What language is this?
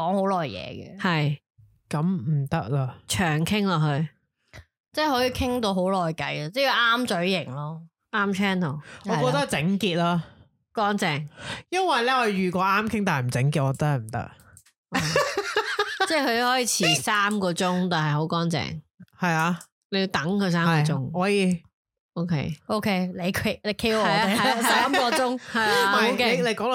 Cantonese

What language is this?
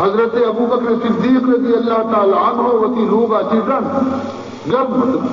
Baluchi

